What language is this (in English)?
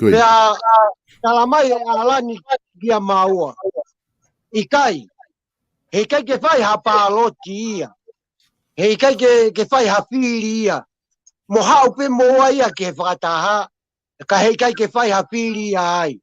Tongan